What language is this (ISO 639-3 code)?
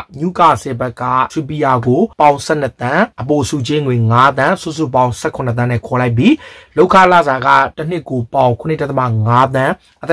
mya